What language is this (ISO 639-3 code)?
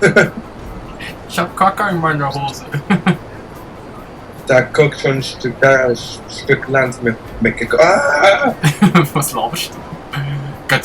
gsw